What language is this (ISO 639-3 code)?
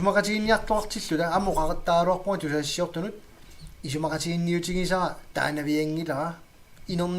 kal